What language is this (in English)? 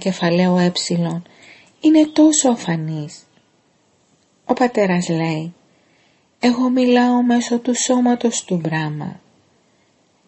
Greek